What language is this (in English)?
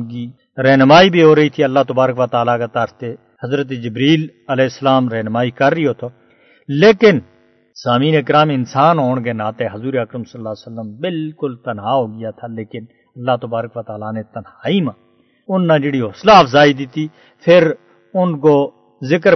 Gujari